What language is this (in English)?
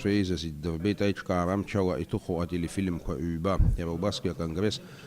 Abkhazian